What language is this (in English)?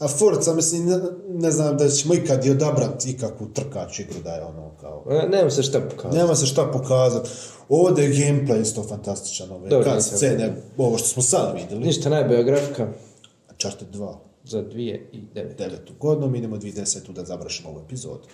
Bosnian